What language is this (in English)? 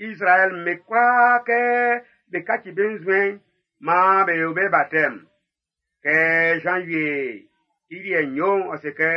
Baoulé